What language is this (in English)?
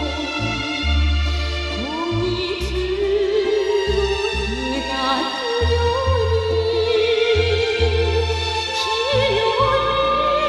Korean